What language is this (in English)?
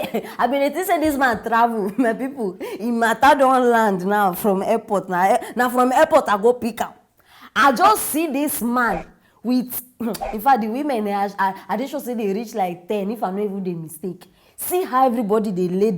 Nigerian Pidgin